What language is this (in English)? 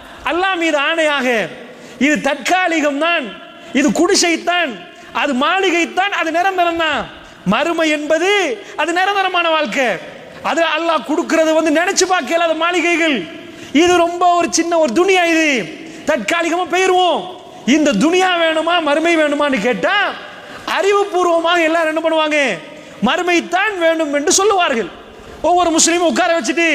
Tamil